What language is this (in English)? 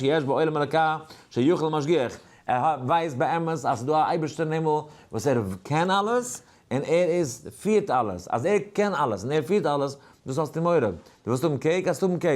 Yiddish